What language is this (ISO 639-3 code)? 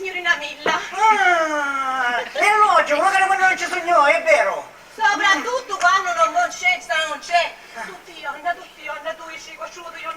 scn